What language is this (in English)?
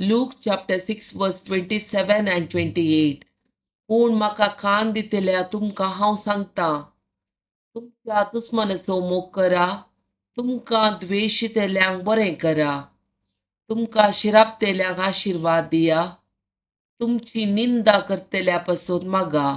Konkani